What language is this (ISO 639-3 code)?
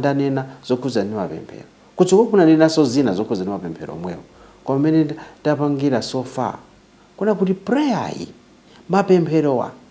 nya